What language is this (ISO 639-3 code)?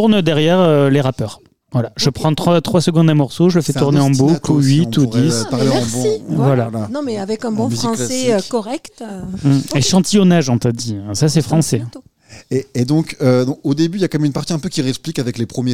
fra